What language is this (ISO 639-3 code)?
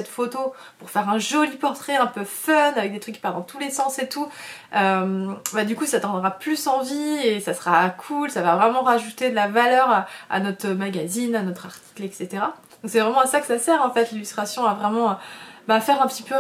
fra